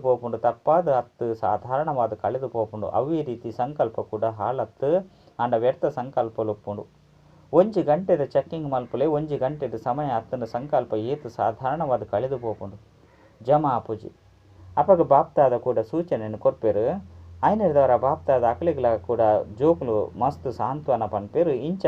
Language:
Tulu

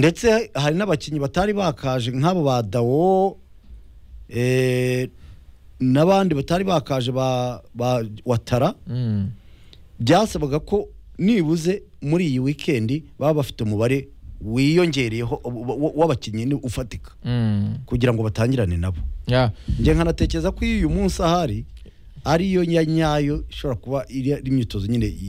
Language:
Kinyarwanda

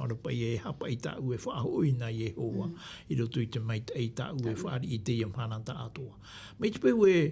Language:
Tahitian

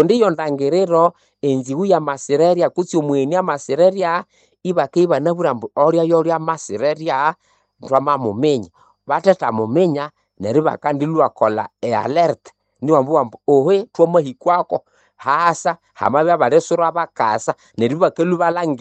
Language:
Nande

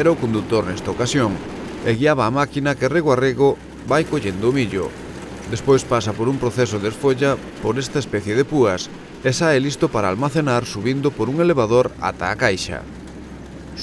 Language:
Galician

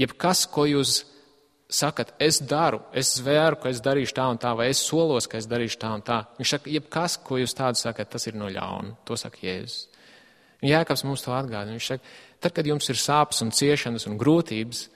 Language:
Latvian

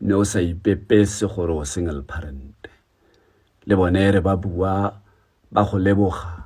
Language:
Tswana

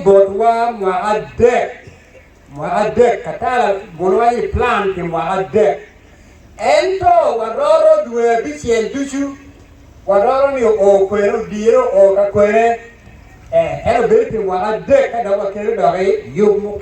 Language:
Acoli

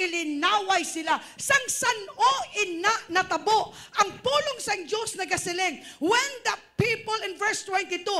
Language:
Hiligaynon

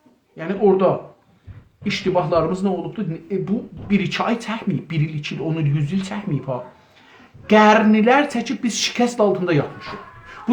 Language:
South Azerbaijani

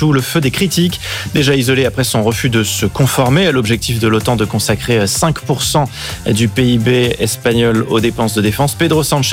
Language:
French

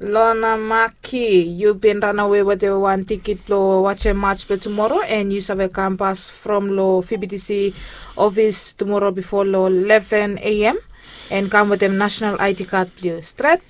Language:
Bislama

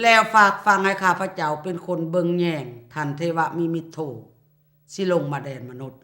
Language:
Lao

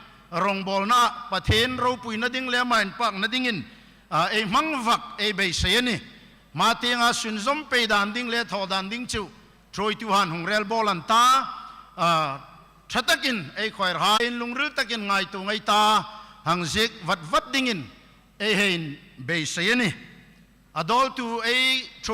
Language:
Hmar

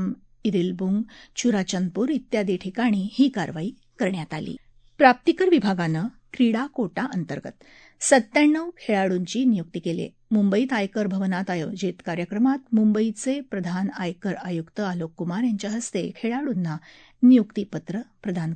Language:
Marathi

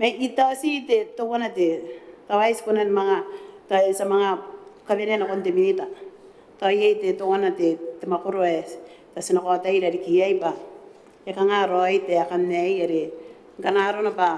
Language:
Gilbertese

